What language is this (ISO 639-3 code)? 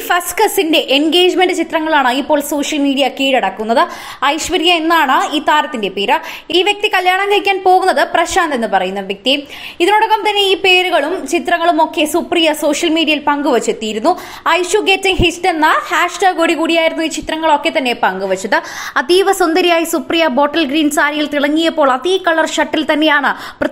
mal